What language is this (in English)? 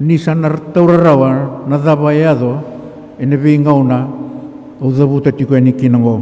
Fijian